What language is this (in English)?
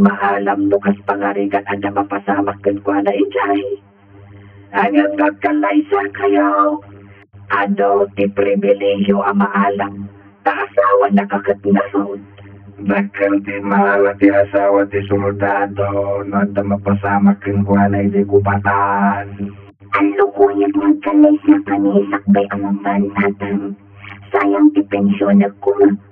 Iloko